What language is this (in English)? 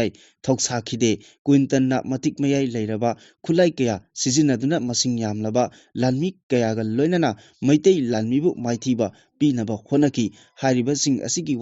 Manipuri